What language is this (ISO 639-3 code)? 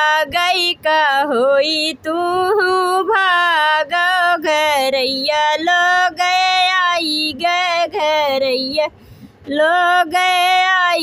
bho